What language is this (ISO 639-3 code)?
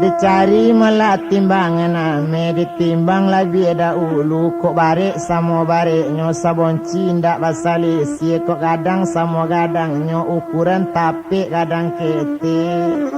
min